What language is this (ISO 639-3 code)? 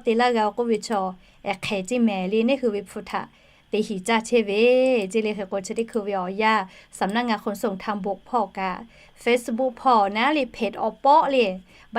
lhu